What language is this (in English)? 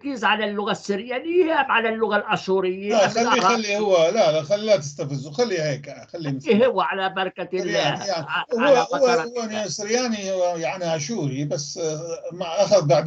North Levantine Arabic